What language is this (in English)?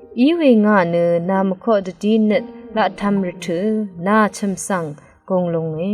Rawang